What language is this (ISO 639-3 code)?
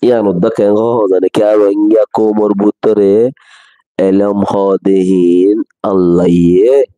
rhg